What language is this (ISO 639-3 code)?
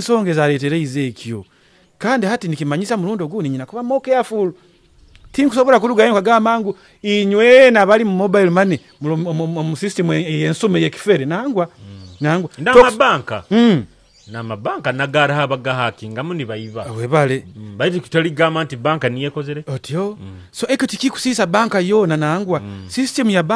nyo